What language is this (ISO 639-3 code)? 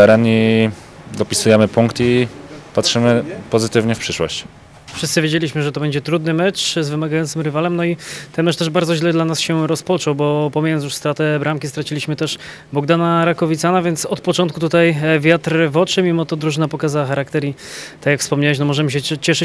pol